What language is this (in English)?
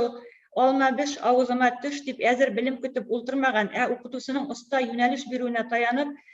Bashkir